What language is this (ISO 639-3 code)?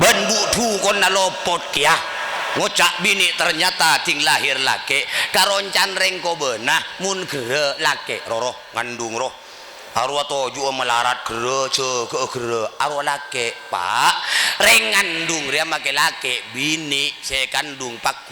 mad